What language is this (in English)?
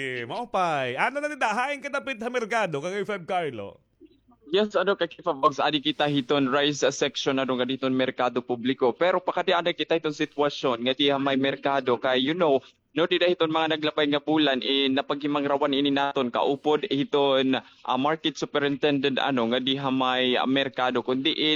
Waray